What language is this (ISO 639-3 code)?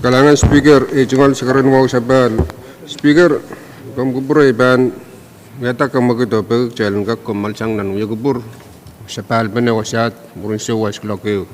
pon